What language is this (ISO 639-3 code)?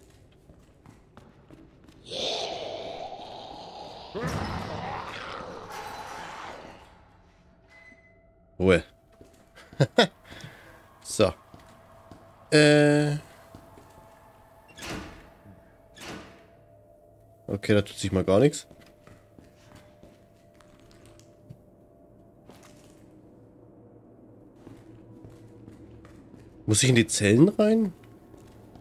deu